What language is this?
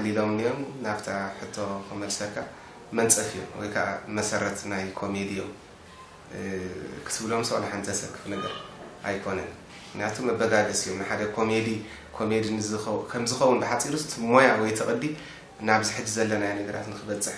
Tigrinya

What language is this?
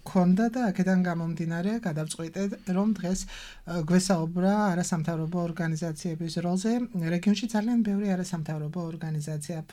Georgian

